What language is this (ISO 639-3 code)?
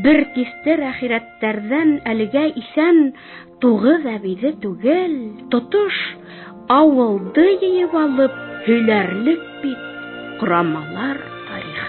bak